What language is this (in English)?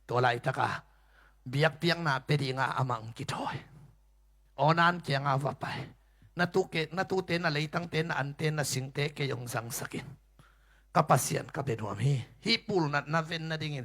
Tedim Chin